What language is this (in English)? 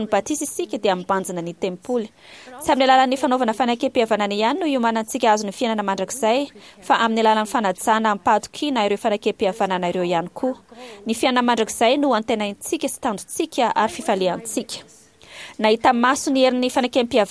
Malagasy